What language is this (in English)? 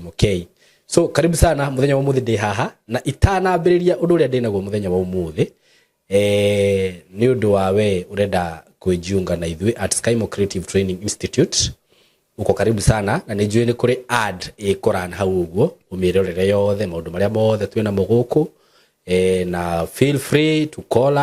Kikuyu